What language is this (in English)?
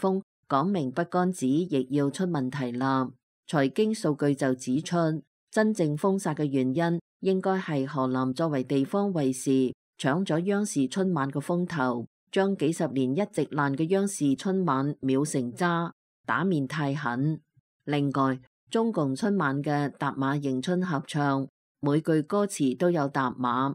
Cantonese